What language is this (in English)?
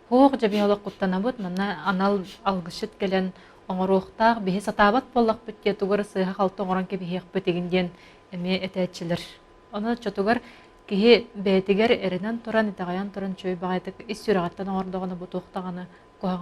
Yakut